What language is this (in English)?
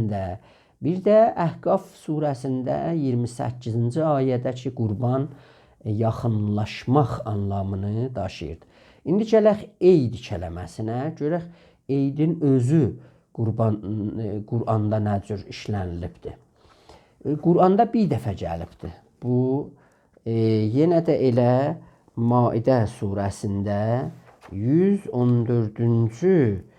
South Azerbaijani